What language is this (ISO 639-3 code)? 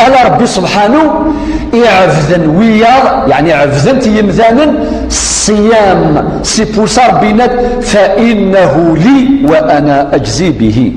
kab